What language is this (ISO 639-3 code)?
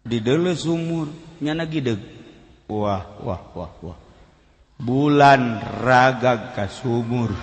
sun